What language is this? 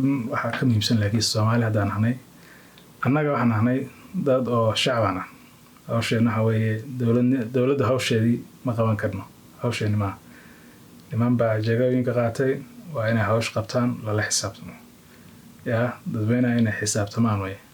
Somali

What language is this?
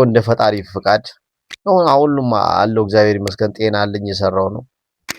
Amharic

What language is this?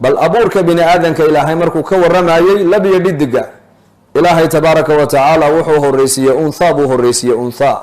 Somali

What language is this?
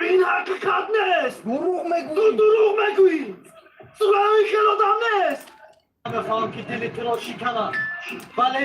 Tajik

